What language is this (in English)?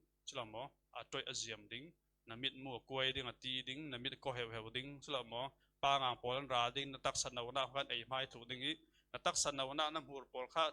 Falam Chin